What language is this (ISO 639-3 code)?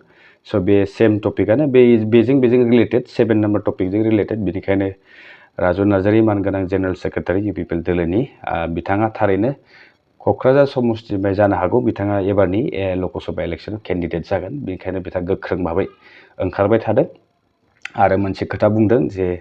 brx